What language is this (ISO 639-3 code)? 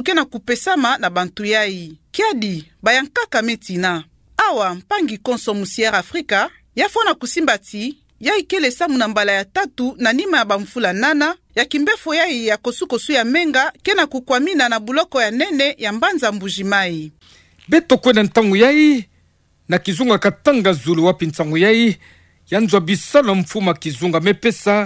ktu